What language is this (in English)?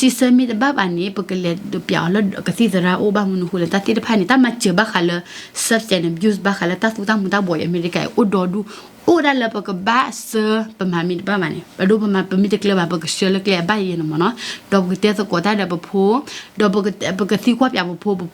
S'gaw Karen